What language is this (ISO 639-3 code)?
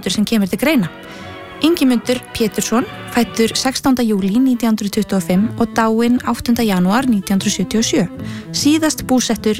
isl